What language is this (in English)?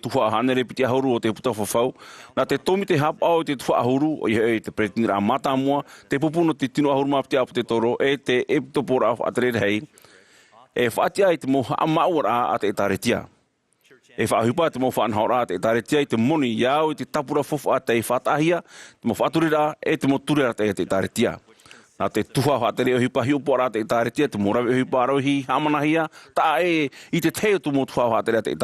Tahitian